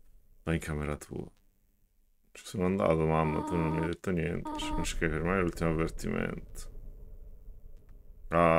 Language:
Italian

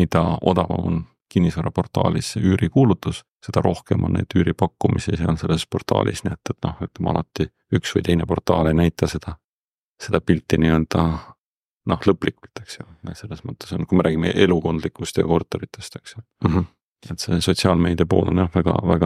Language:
Estonian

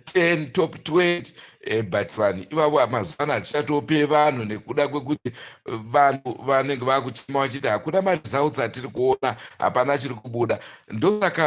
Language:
Shona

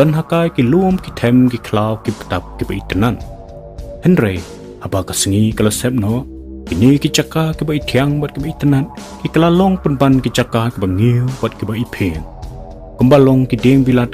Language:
Khasi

